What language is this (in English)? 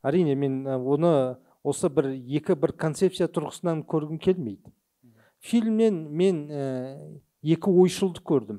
Kazakh